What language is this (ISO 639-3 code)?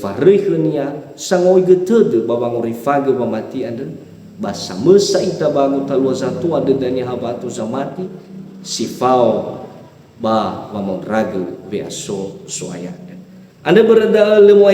nia